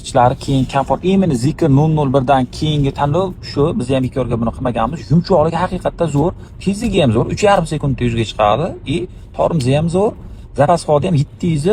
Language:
Uzbek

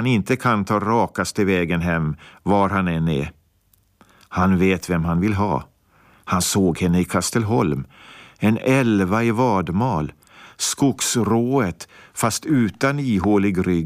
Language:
Swedish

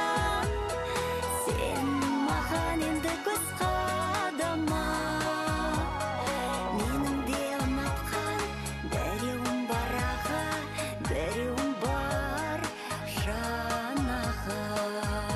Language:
Kazakh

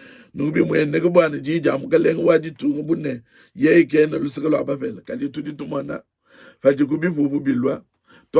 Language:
Luba-Lulua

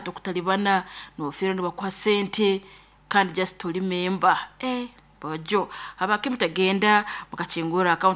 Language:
Nyoro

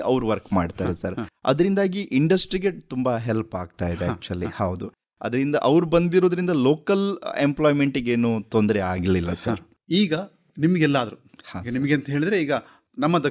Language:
Kannada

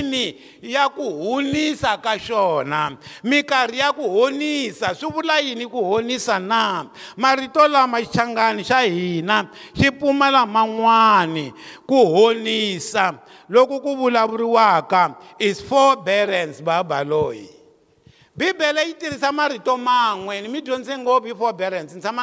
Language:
Tsonga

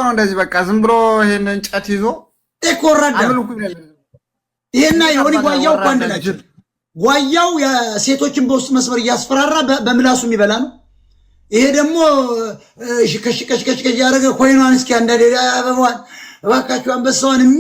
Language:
Amharic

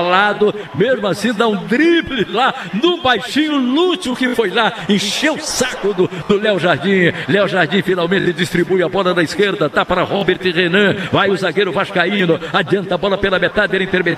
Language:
Portuguese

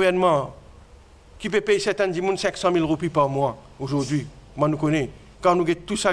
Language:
Morisyen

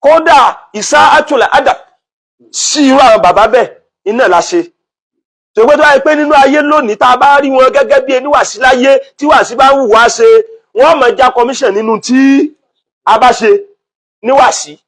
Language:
Yoruba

